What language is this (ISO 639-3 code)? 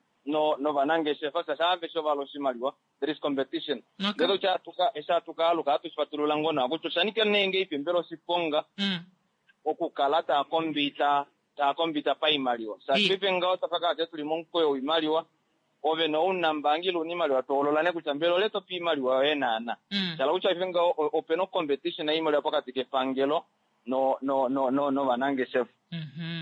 kua